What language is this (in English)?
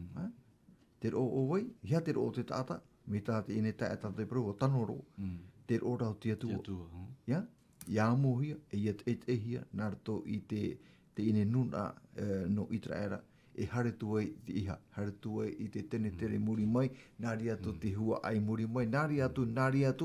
Tahitian